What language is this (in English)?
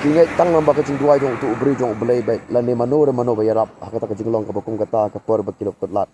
Khasi